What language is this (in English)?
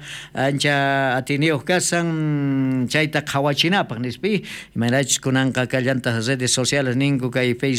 South Bolivian Quechua